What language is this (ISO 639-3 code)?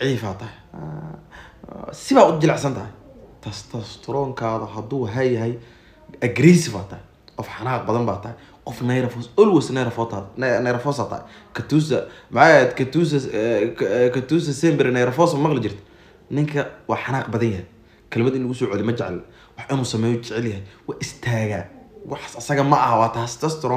som